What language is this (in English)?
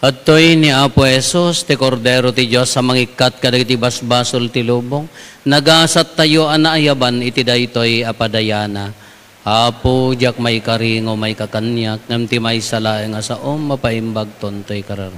Iloko